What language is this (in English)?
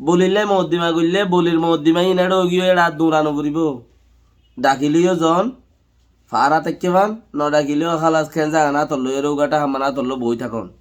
Rohingya